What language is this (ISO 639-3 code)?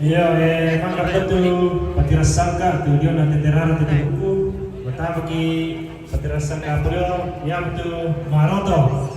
sda